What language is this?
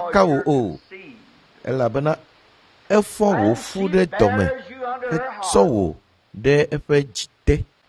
Ewe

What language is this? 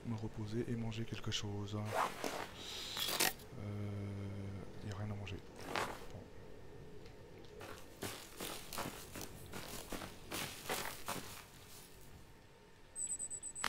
French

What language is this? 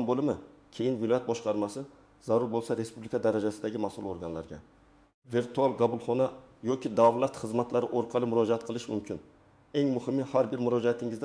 Uzbek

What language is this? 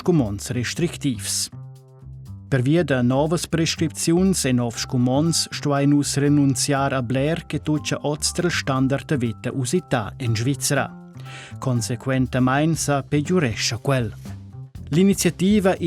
Romansh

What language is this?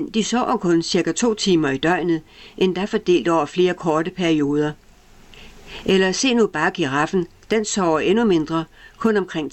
Danish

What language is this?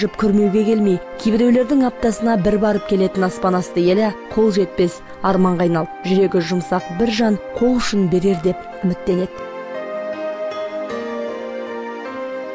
Kazakh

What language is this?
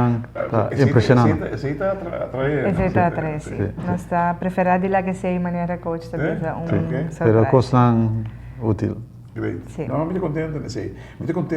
Papiamento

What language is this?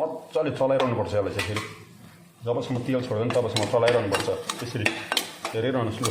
Nepali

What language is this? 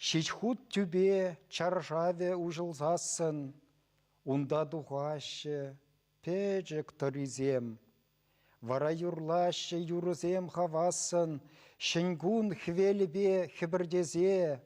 Chuvash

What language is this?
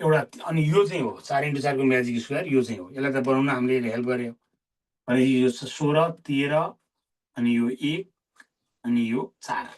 Nepali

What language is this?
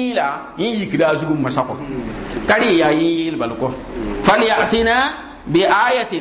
Mossi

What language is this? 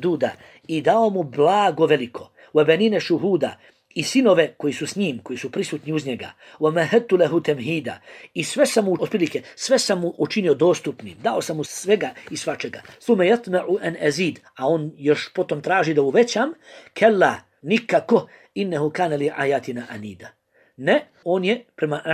Bosnian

